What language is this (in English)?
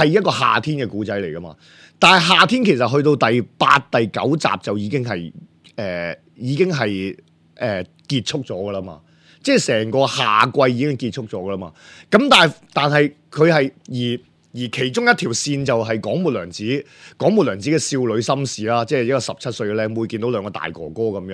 Cantonese